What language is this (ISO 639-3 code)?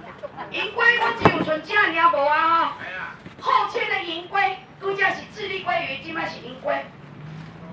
nan